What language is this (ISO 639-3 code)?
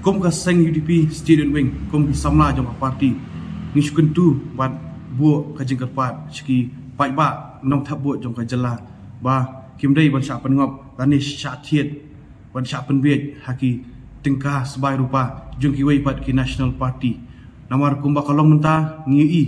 kha